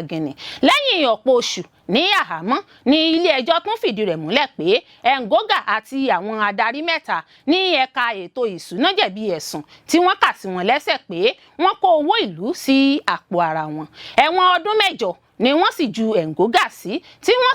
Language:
Yoruba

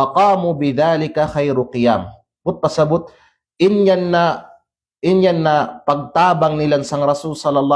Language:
Kalagan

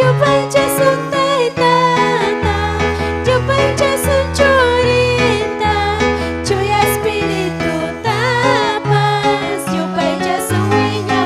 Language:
Ayacucho Quechua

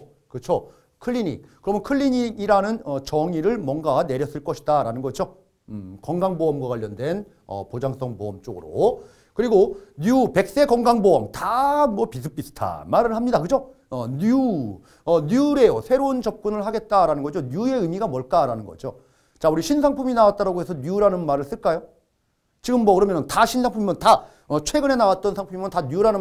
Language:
Korean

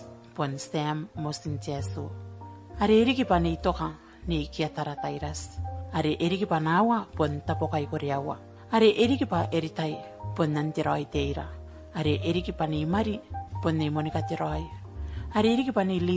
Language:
Gilbertese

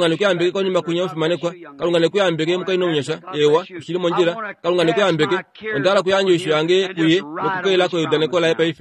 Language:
Kuanyama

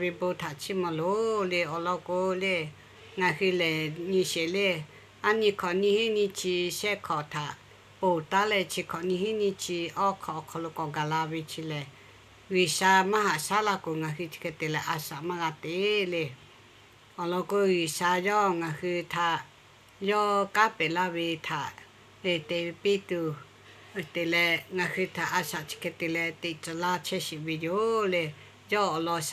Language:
Lahu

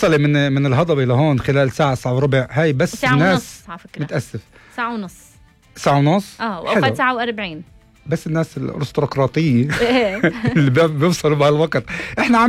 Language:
North Levantine Arabic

